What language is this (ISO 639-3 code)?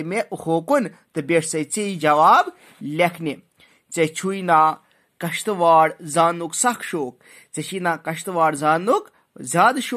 kas